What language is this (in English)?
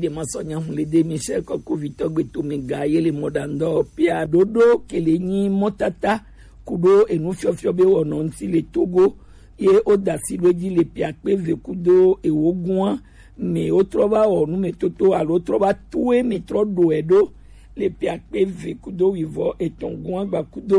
Gen